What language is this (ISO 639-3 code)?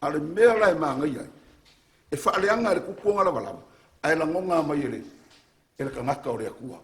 smo